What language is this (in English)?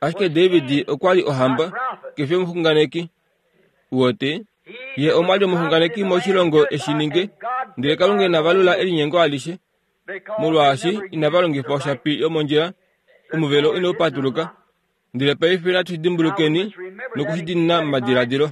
Kuanyama